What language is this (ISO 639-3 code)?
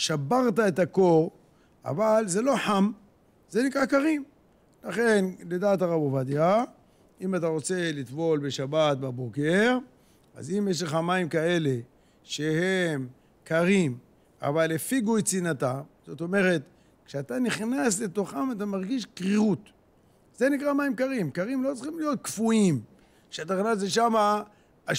heb